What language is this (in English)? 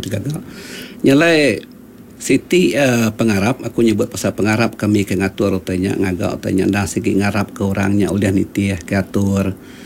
Iban